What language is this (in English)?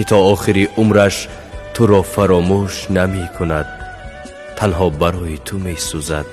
Tajik